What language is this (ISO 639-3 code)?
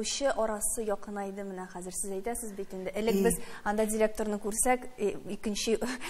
tat